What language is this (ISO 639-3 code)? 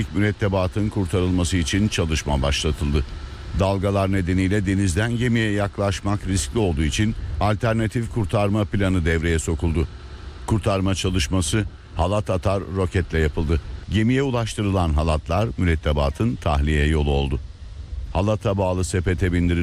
tur